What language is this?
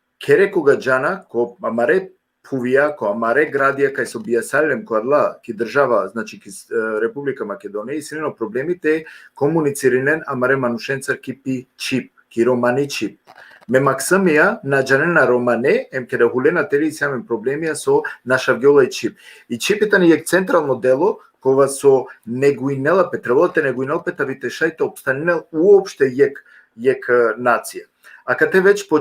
Balkan Romani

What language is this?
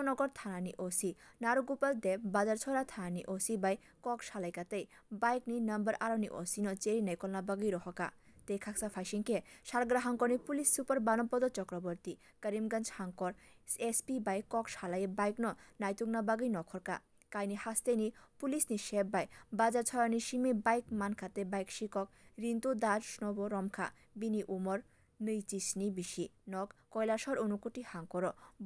Kok Borok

